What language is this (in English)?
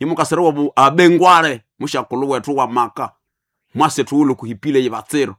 Nande